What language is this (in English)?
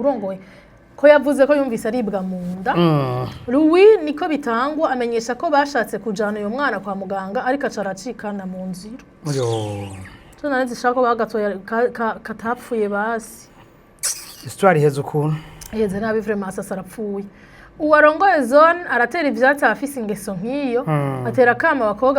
Rundi